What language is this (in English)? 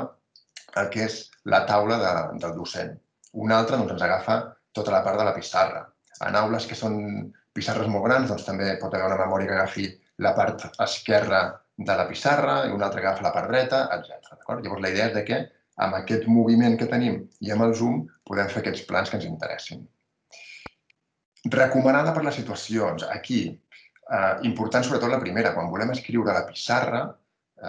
Catalan